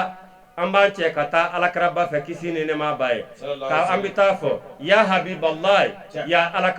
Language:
Bambara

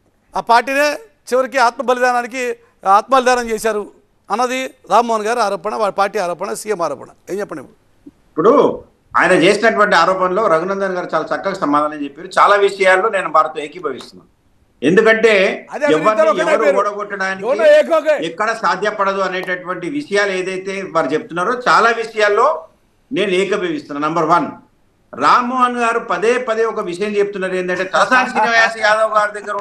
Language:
Telugu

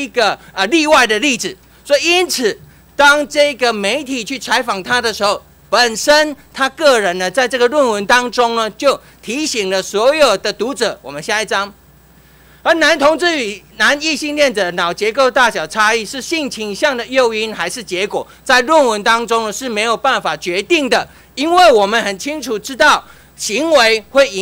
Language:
Chinese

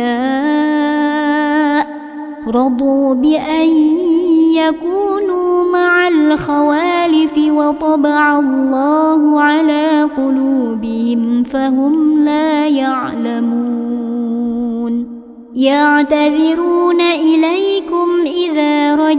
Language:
Arabic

